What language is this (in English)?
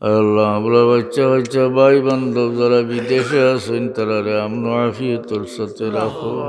Sylheti